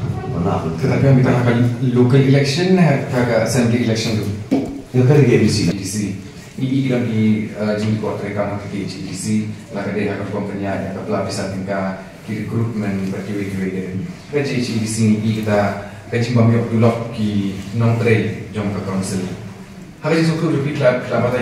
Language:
Khasi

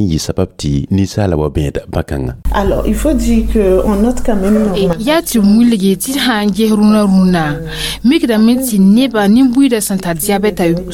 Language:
Mossi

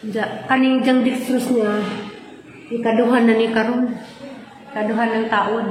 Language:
Cebuano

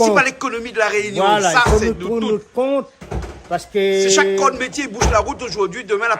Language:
Réunion Creole French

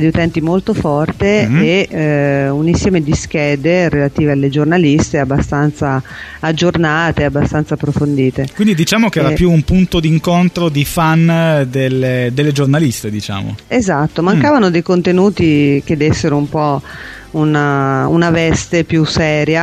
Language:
Italian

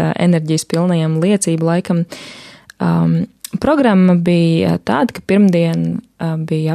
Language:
Latvian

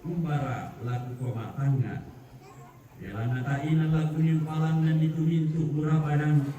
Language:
Toraja-Sa'dan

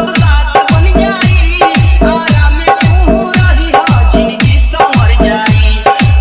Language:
Bhojpuri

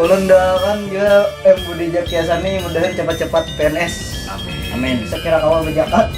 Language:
Banjar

